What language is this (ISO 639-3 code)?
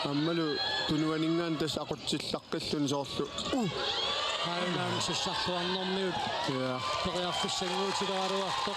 kal